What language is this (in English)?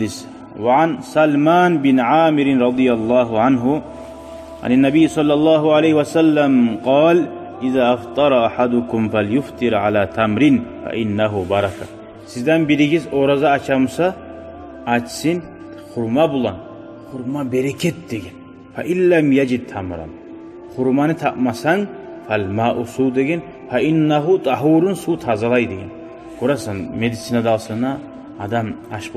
Kumyk